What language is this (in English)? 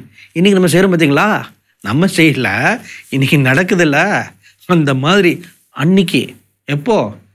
Tamil